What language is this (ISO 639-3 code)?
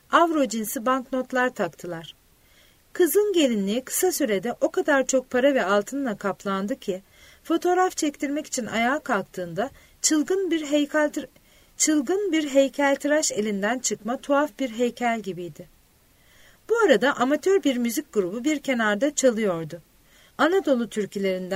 tur